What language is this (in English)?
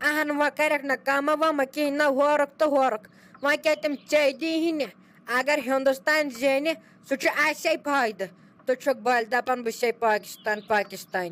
Kashmiri